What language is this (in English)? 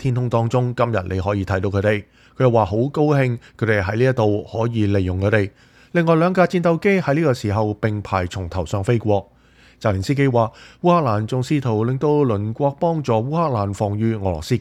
Cantonese